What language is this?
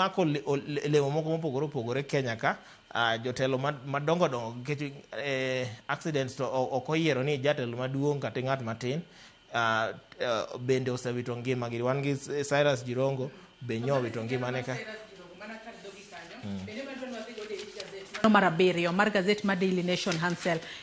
Luo (Kenya and Tanzania)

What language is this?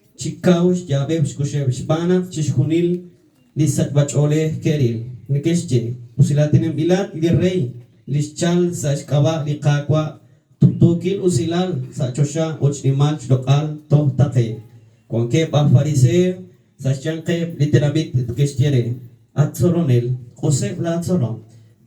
Kekchí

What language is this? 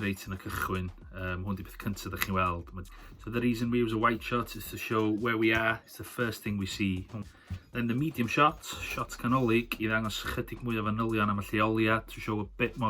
Welsh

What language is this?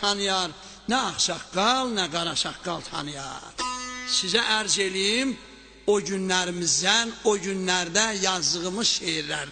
South Azerbaijani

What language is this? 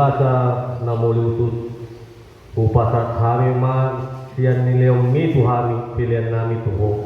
Batak Toba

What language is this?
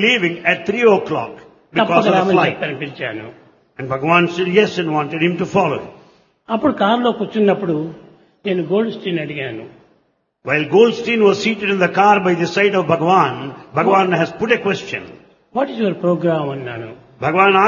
Telugu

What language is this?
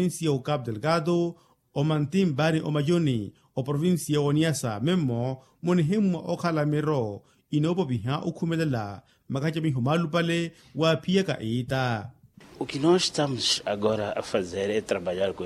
Makhuwa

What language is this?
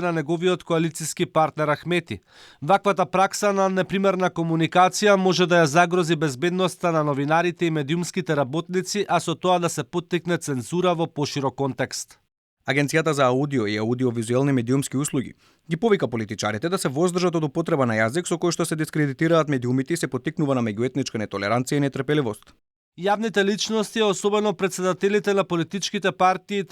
Macedonian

